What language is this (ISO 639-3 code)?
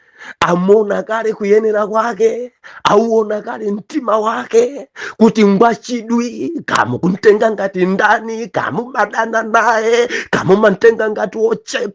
nya